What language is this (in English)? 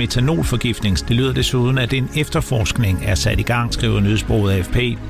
Danish